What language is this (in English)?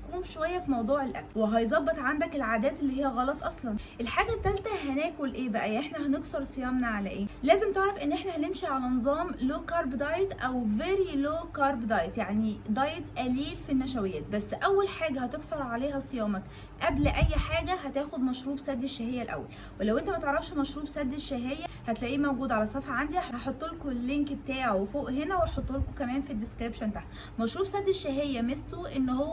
Egyptian Arabic